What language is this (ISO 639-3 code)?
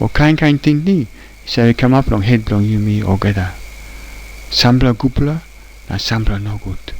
tpi